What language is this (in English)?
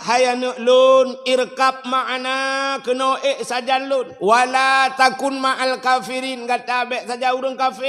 Achinese